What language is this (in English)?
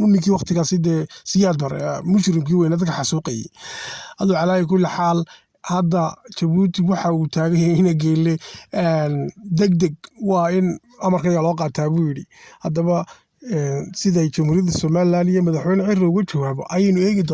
Somali